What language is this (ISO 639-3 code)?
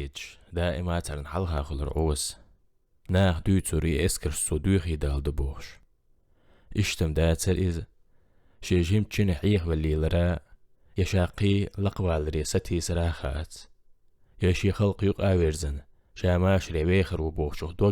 che